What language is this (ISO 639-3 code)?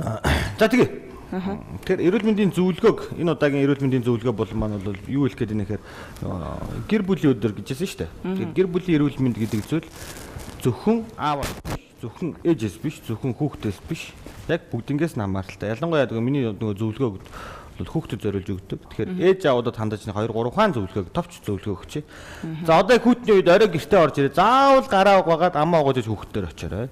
mon